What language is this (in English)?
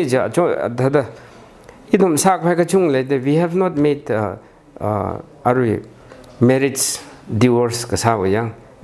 Tangkhul Naga (India)